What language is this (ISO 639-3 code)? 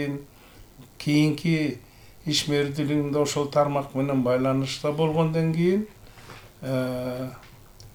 kir